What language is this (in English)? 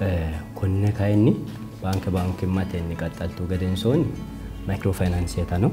Sidamo